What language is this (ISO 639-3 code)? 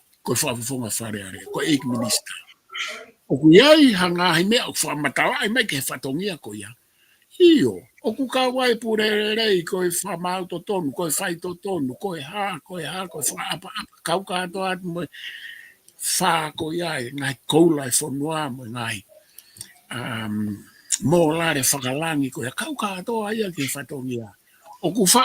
ton